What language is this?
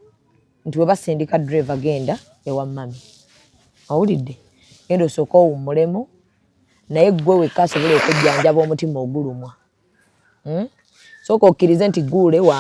Ganda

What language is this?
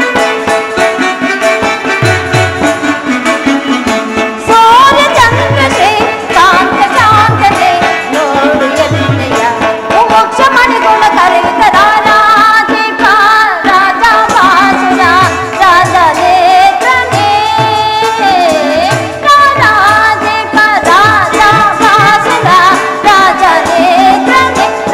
Kannada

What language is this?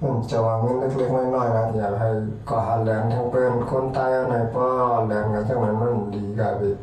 Shan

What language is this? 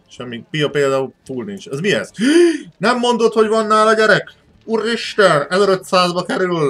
Hungarian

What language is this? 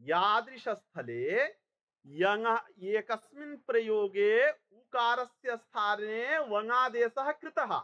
Sanskrit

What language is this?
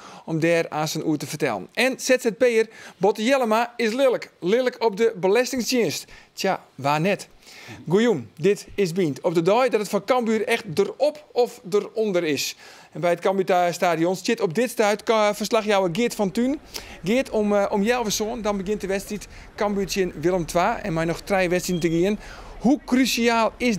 Western Frisian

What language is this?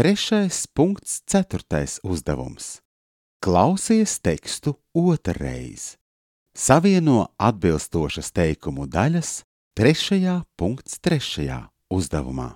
Latvian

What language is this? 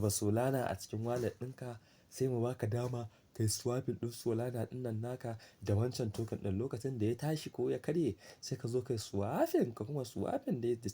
Hausa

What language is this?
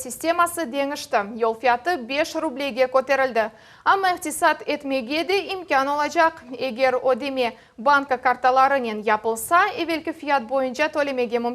Crimean Tatar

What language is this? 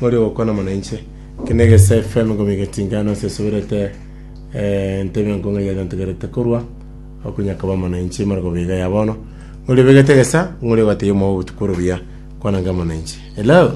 Gusii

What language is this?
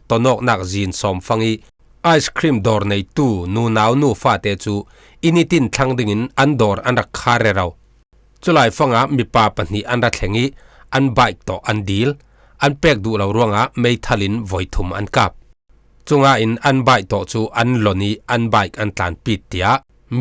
Falam Chin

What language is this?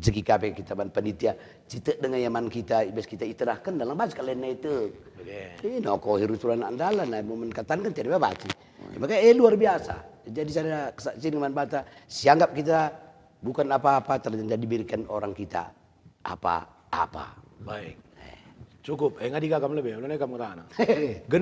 Batak Karo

